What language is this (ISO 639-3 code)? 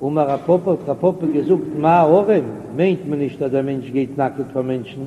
yid